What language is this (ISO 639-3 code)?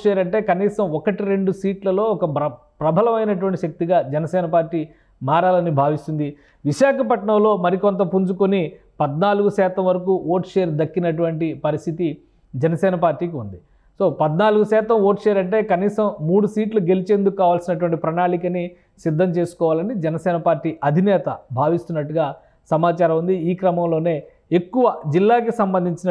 tel